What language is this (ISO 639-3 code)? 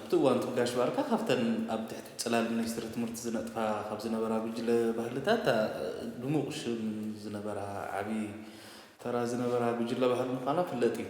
tir